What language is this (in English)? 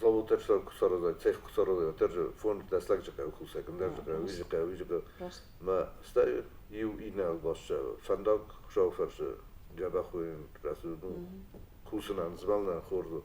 Ossetic